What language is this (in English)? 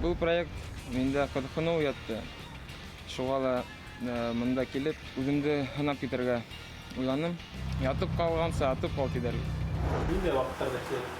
Bashkir